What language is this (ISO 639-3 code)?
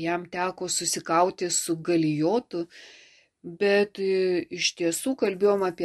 lit